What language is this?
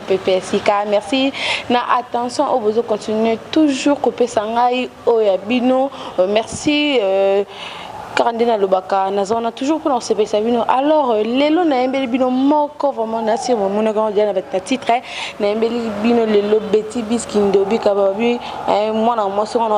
Lingala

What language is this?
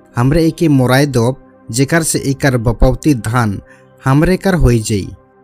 Sadri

